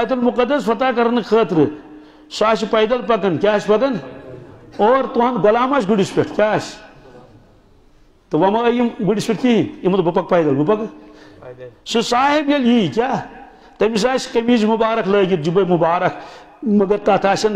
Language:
Kashmiri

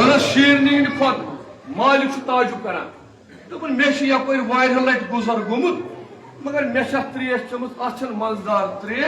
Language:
Kashmiri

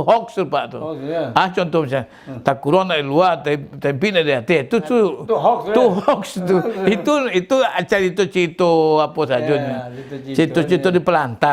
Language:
Minangkabau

